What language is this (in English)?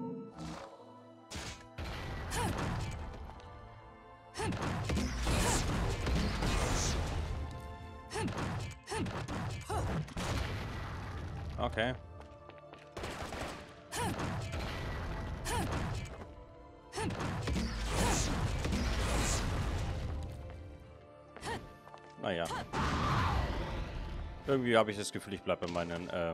German